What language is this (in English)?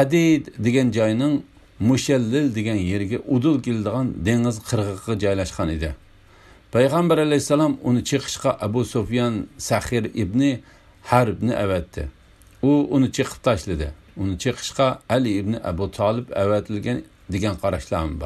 Uyghur